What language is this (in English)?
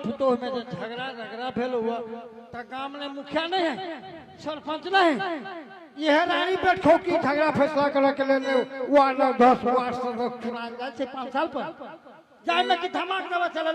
Maithili